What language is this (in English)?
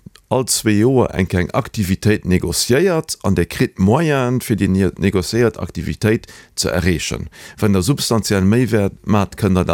Luxembourgish